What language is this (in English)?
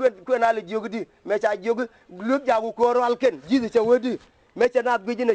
Nuer